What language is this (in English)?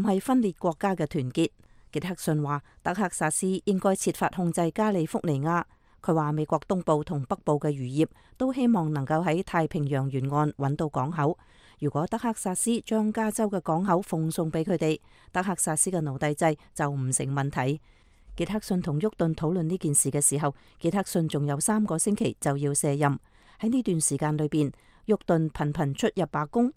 Cantonese